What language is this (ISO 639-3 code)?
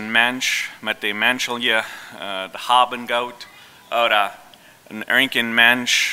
pdt